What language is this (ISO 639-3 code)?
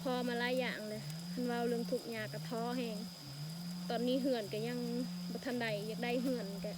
lao